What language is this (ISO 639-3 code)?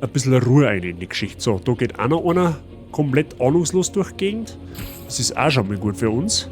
bar